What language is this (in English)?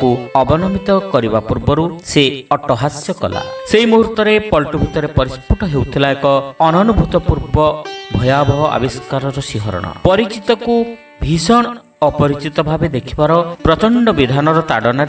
Odia